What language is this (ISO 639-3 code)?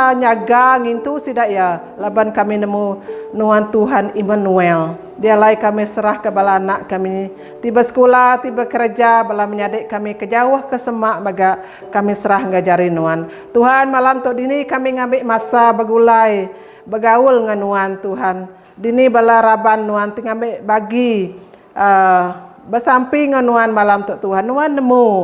iba